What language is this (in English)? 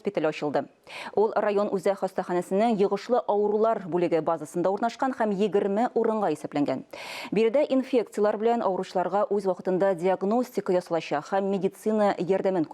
Tatar